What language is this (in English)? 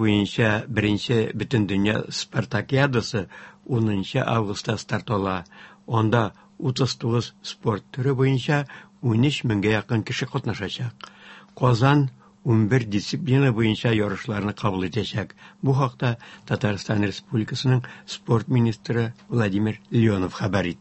Tatar